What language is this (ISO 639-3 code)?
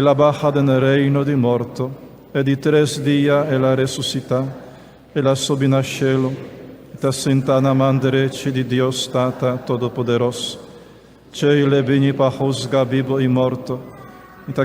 pap